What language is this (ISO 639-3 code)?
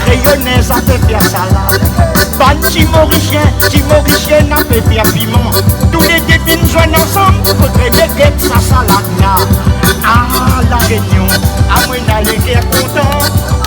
rcf